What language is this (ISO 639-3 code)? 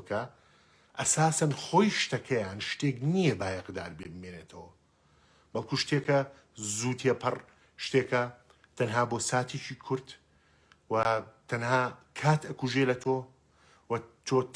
ckb